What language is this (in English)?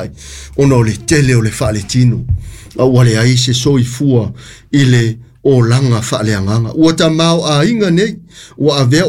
Samoan